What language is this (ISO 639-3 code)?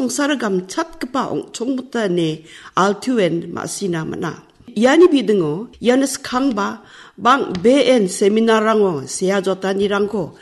grt